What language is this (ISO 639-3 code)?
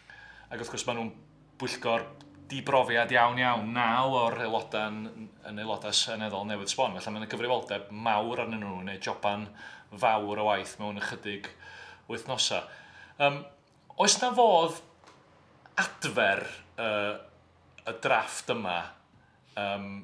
cym